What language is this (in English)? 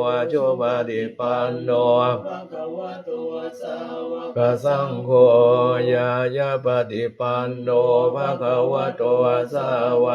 Pali